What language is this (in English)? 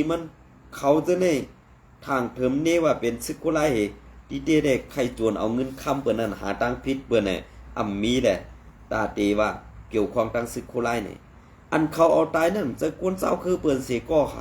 Shan